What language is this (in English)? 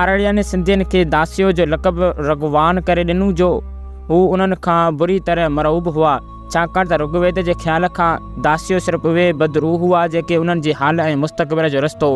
Sindhi